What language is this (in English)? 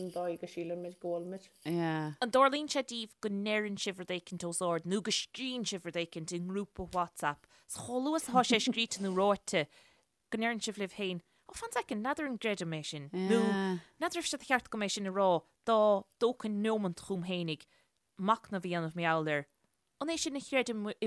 Irish